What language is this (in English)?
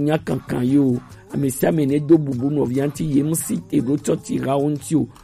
Gen